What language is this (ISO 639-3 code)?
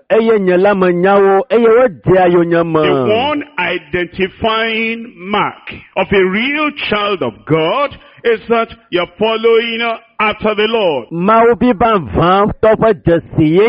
ewe